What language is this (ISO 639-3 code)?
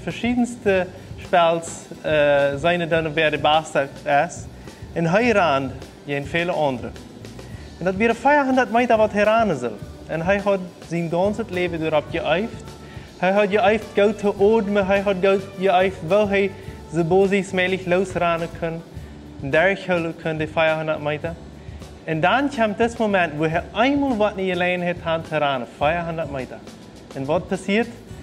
pdt